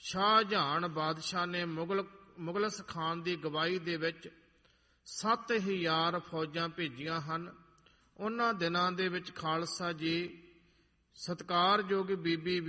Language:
Punjabi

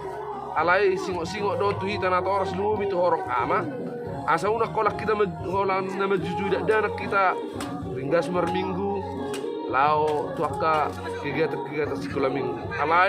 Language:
Batak Toba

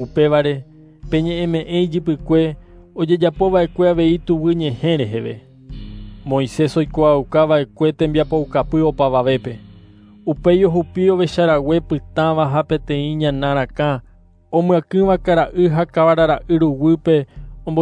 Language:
Guarani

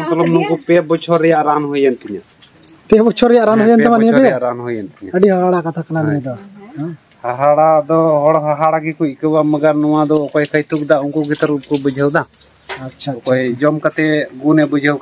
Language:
Santali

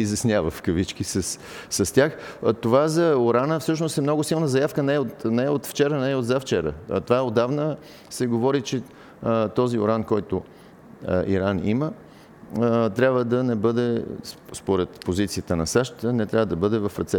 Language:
Bulgarian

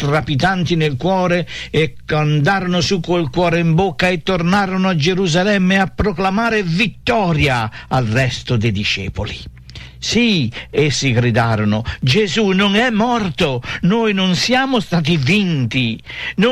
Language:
Italian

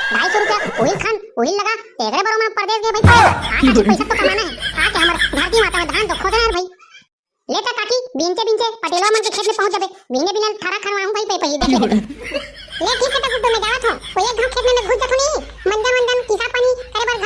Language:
Chhattisgarhi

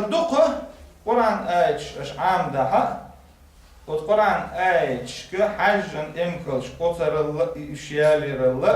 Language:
Chechen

